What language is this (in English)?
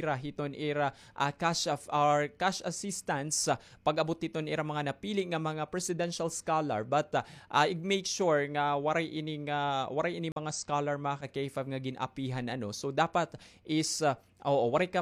Waray